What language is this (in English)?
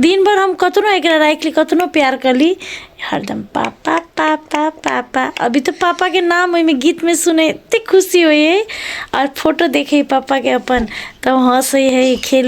Maithili